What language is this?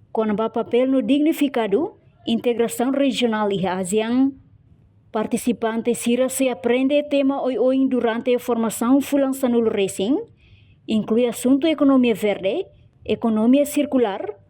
Tetum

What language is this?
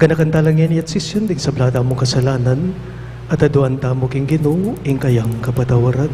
Pampanga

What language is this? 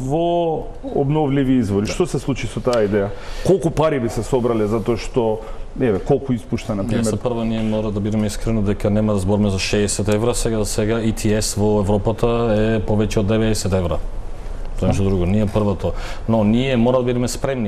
Macedonian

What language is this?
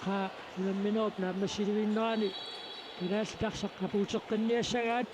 Kalaallisut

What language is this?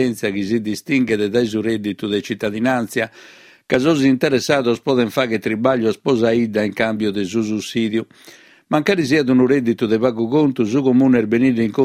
Sardinian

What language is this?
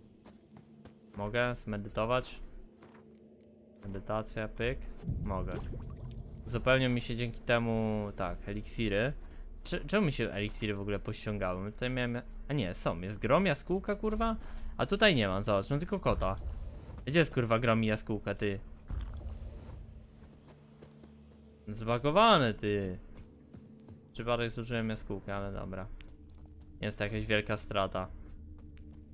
Polish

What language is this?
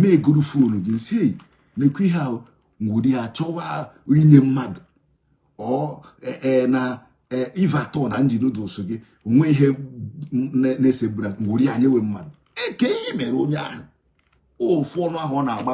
Igbo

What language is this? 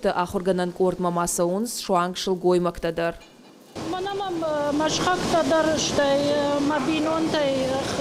Ossetic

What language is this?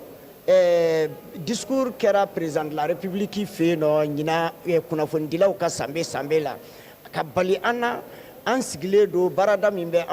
Bambara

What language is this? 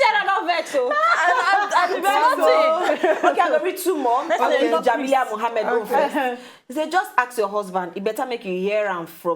Nigerian Pidgin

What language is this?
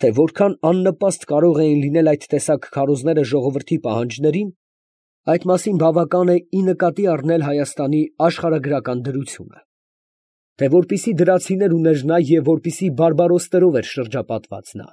Armenian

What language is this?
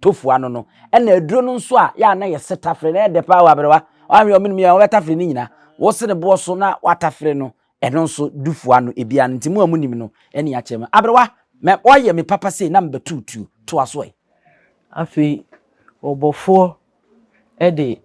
Akan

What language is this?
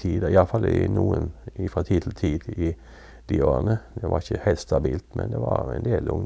Norwegian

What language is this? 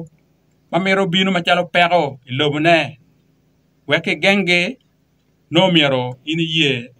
Acoli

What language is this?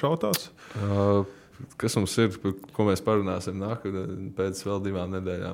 Latvian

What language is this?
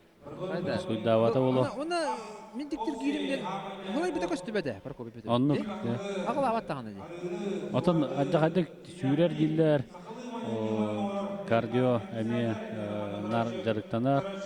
Yakut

